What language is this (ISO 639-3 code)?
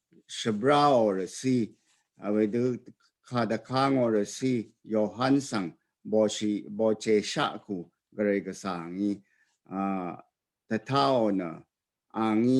raw